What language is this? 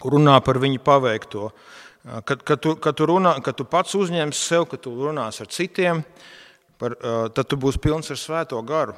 Latvian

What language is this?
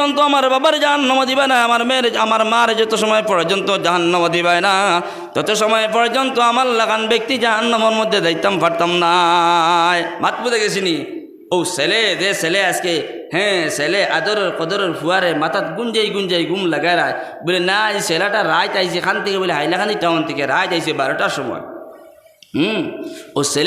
Sylheti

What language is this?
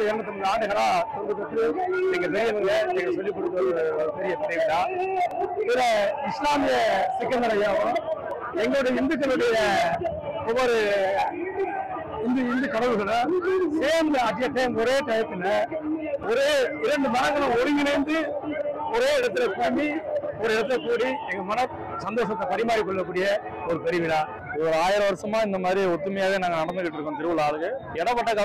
Tamil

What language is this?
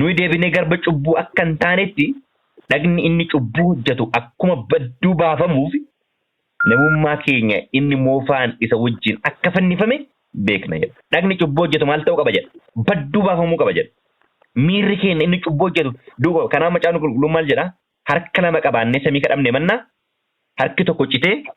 Oromo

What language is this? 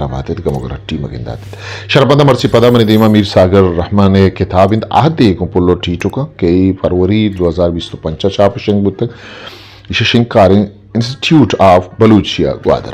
Eastern Balochi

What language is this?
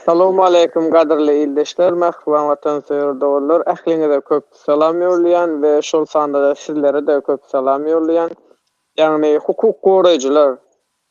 Turkmen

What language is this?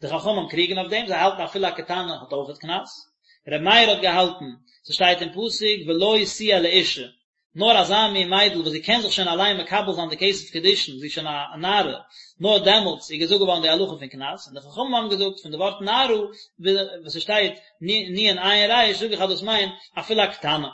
Yiddish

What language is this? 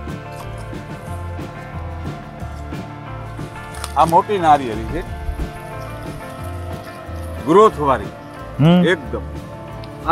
Gujarati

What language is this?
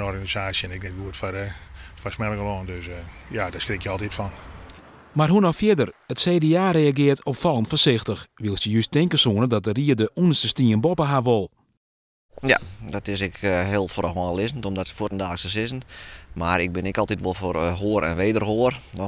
Western Frisian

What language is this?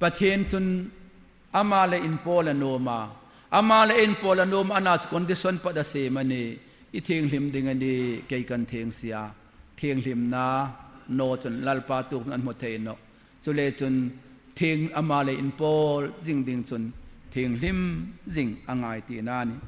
Hmar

